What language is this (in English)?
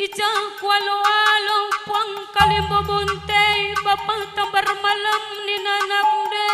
Batak Karo